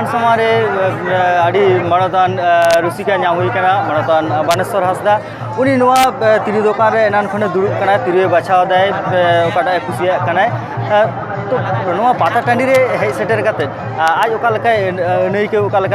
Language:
Santali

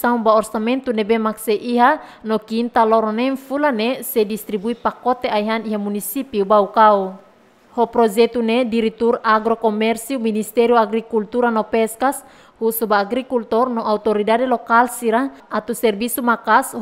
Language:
Tetum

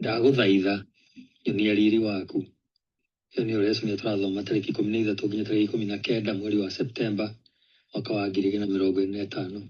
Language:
Kikuyu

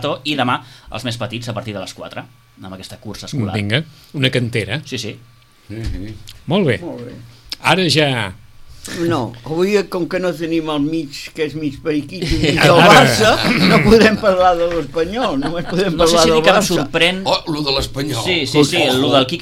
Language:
Catalan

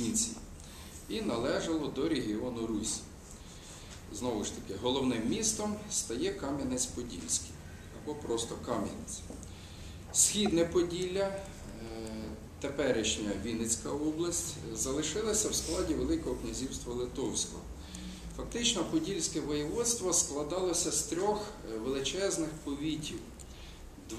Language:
Ukrainian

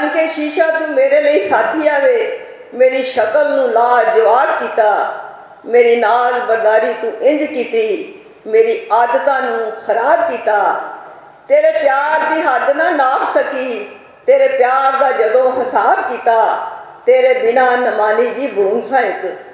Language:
Western Panjabi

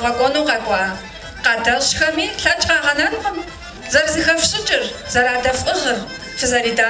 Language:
Kabardian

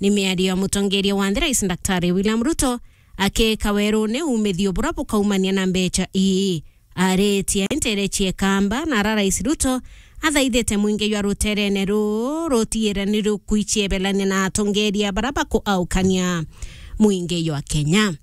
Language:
Meru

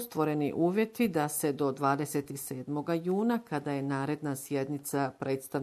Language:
Bosnian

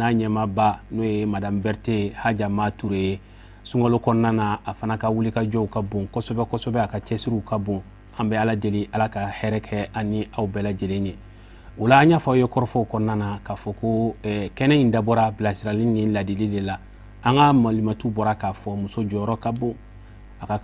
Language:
Bambara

